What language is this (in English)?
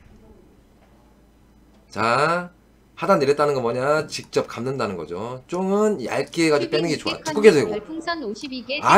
Korean